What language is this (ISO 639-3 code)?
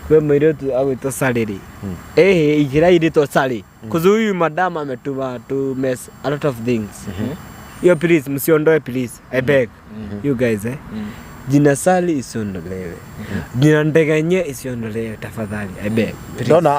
kik